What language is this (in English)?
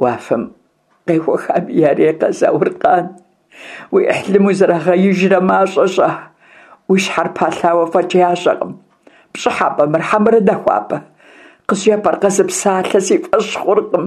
Kabardian